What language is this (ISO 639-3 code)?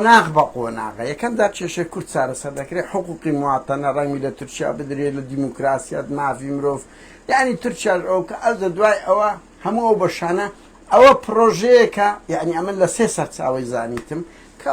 ckb